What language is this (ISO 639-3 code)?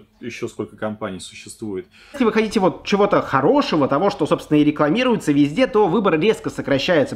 rus